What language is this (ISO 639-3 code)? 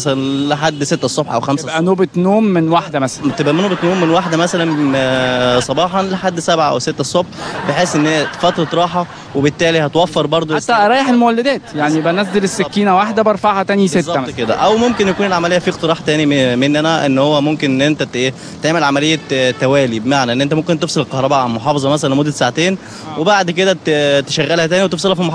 arz